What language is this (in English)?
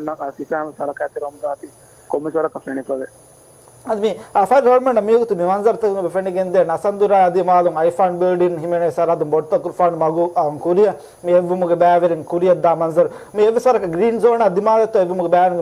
Divehi